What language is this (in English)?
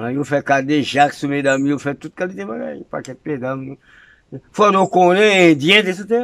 Haitian Creole